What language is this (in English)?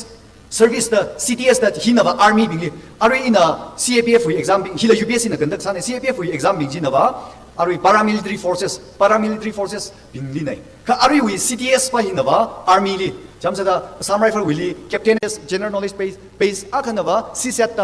Tangkhul Naga (India)